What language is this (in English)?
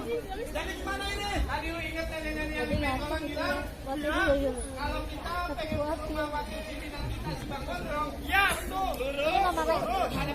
Betawi